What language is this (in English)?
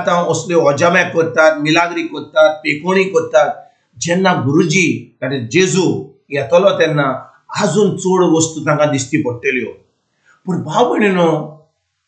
Konkani